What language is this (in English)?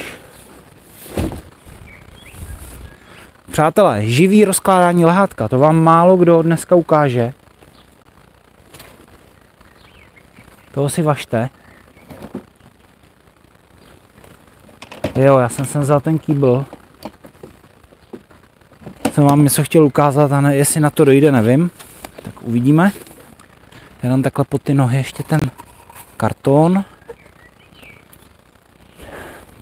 Czech